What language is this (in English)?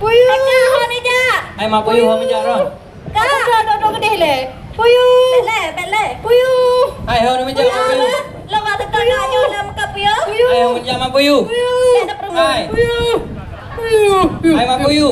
Achinese